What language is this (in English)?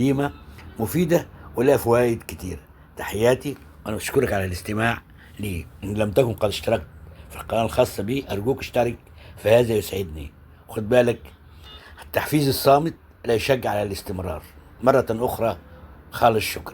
Egyptian Arabic